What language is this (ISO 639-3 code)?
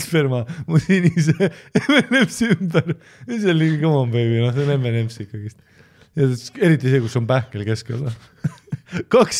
est